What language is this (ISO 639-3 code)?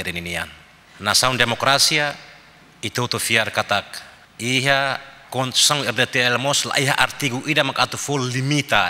tet